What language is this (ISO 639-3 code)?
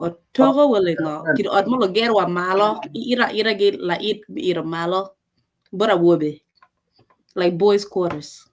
ach